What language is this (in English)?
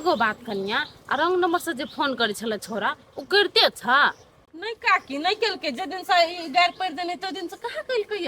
Maithili